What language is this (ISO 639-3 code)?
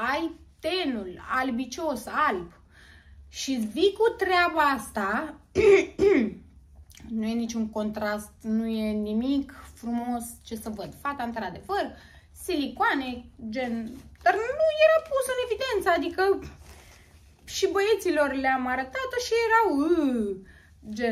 ron